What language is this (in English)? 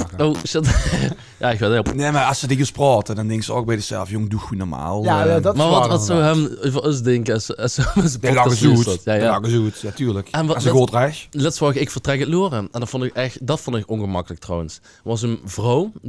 Limburgish